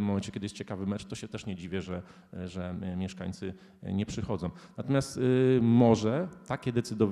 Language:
Polish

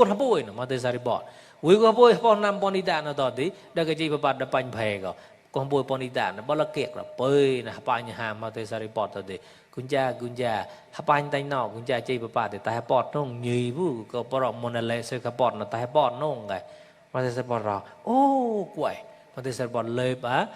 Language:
Mon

